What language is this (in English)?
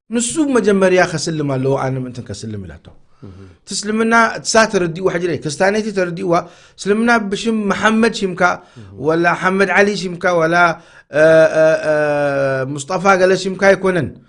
Tigrinya